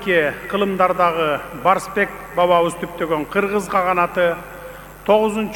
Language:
Kyrgyz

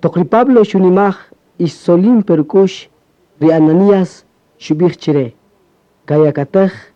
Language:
Kaqchikel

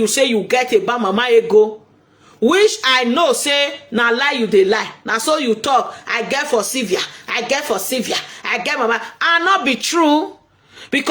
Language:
Nigerian Pidgin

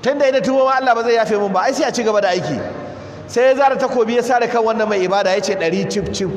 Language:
Hausa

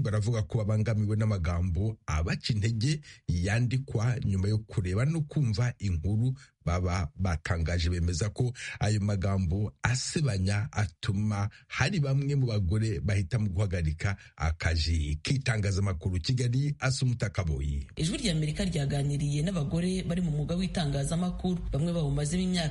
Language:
Kinyarwanda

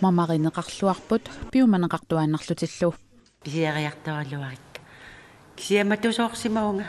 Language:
Kalaallisut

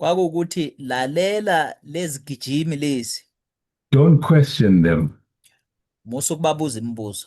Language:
Zulu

